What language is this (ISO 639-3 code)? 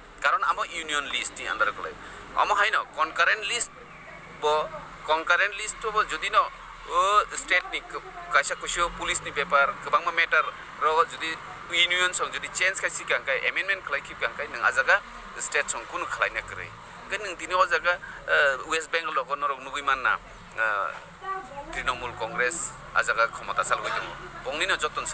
trp